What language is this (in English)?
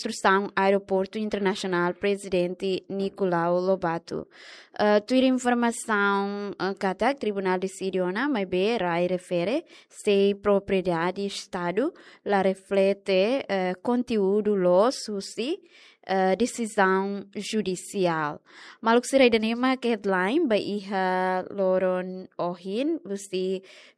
Tetum